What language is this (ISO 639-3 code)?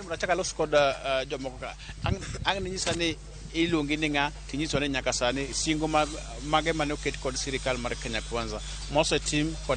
luo